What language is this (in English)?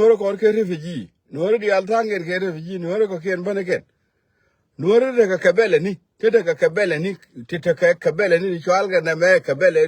Nuer